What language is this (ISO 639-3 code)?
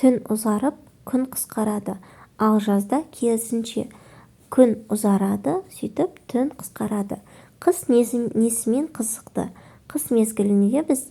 kaz